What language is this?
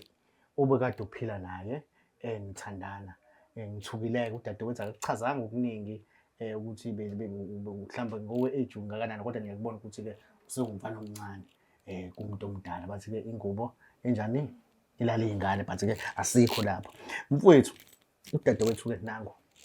Zulu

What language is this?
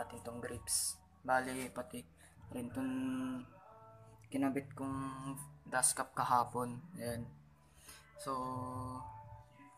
Filipino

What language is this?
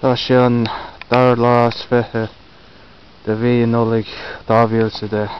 Irish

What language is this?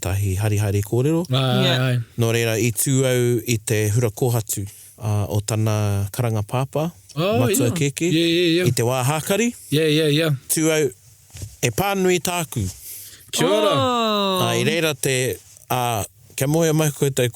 Māori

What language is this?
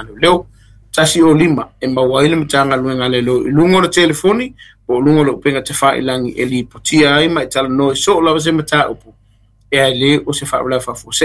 Samoan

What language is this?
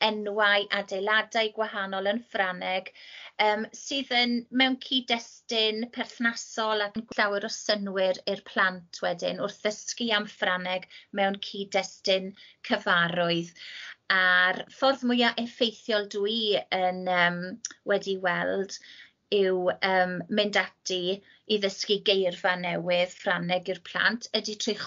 Welsh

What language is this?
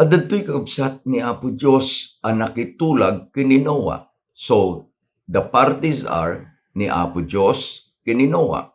Iloko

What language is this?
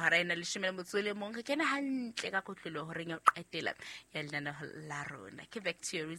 Southern Sotho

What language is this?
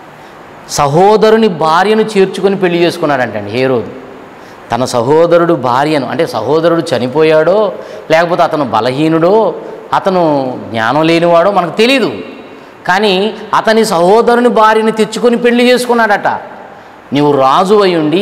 Telugu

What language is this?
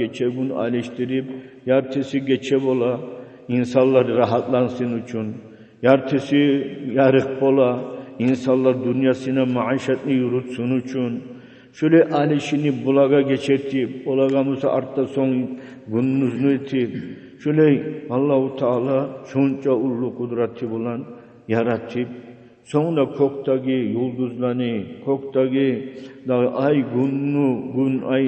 Kumyk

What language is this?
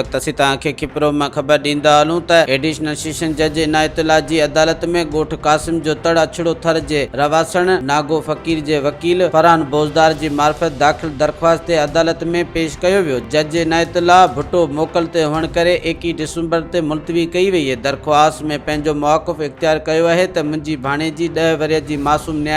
Sindhi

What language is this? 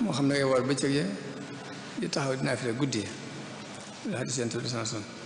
Wolof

